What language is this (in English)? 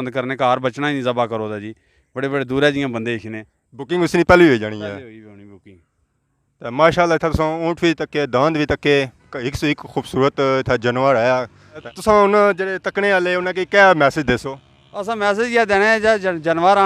Pahari-Potwari